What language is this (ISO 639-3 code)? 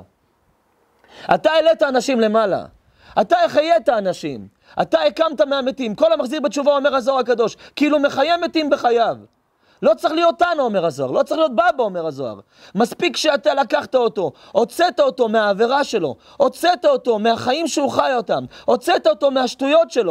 heb